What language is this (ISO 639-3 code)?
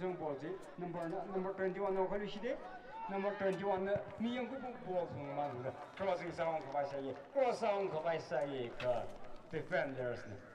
nmf